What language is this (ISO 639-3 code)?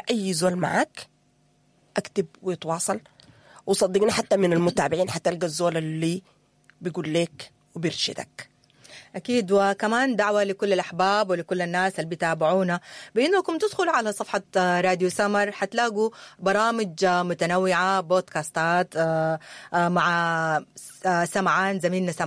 apd